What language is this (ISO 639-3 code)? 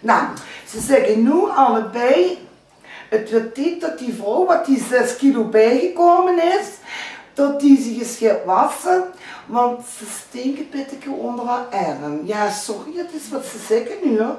lim